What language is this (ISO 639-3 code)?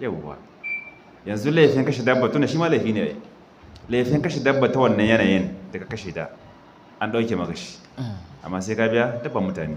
hau